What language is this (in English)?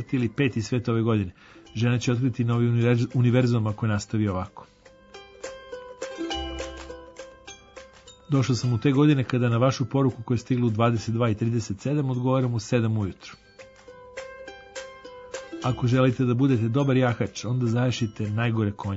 Serbian